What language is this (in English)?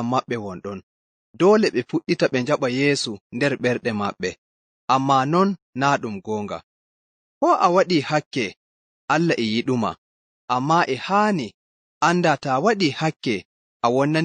Fula